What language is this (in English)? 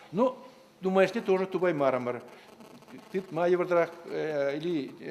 Chuvash